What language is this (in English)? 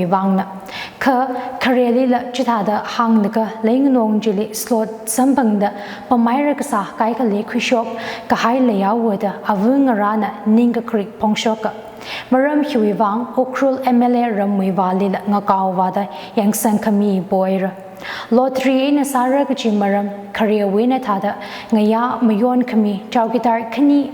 Tangkhul Naga (India)